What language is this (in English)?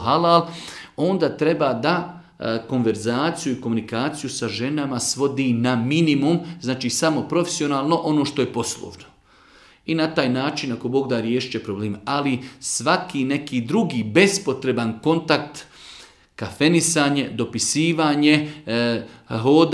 Bosnian